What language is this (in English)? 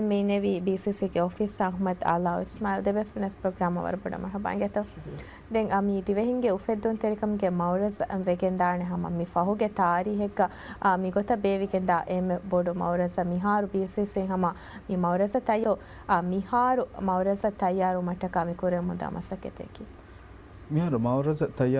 Divehi